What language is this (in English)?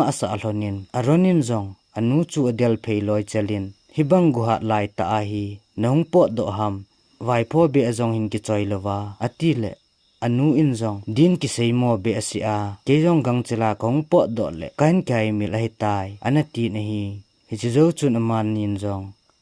Thado Chin